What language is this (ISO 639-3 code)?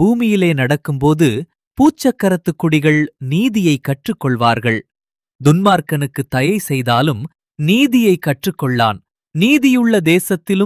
tam